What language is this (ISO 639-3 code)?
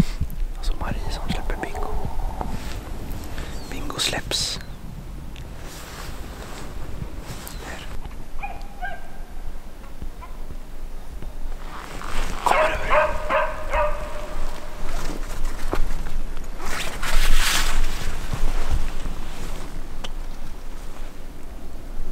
swe